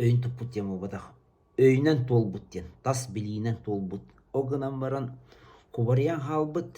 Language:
Yakut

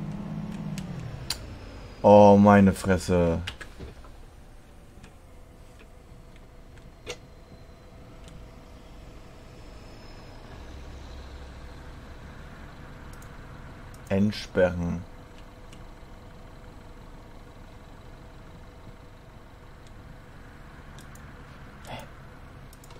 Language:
German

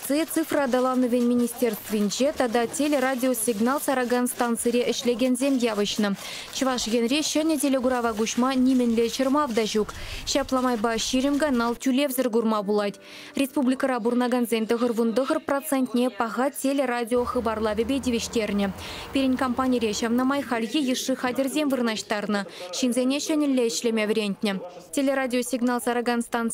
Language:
Chuvash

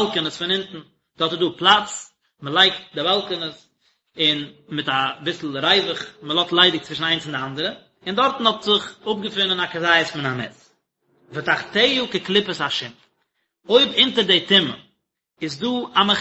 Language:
Yiddish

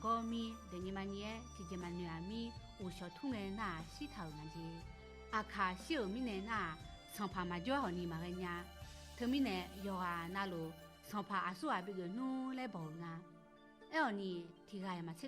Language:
Akha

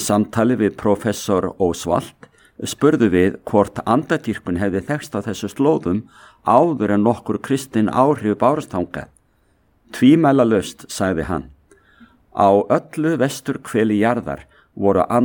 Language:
Icelandic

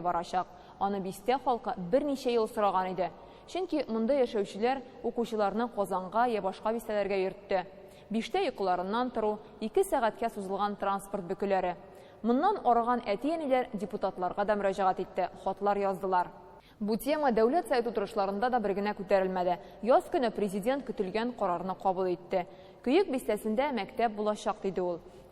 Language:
Tatar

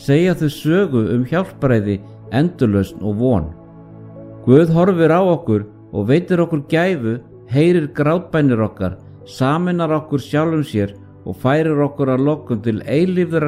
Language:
Icelandic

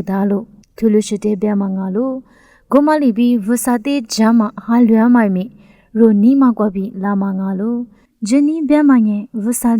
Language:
Lisu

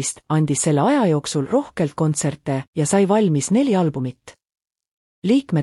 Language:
Estonian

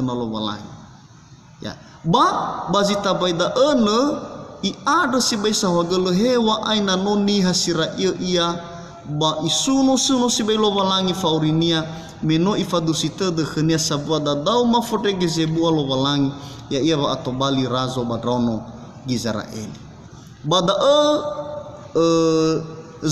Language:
Nias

